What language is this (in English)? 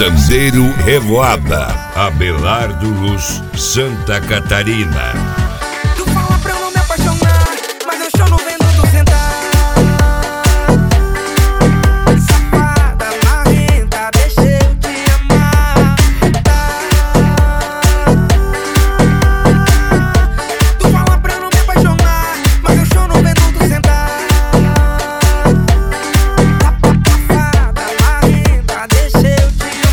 Portuguese